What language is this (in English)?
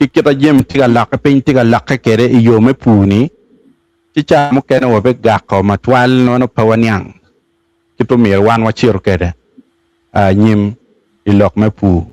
Acoli